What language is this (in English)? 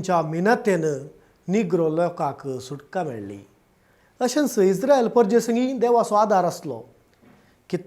Konkani